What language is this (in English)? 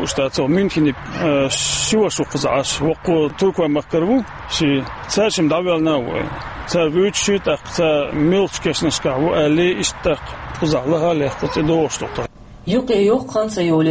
Chechen